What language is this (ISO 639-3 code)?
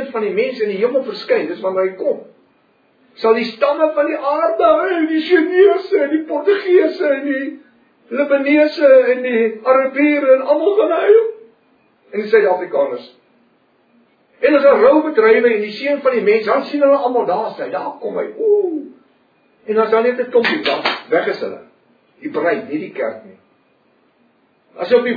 afr